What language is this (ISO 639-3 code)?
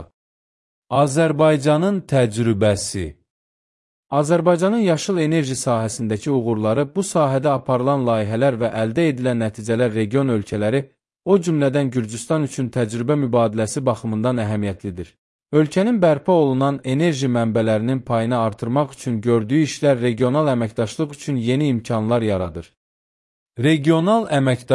aze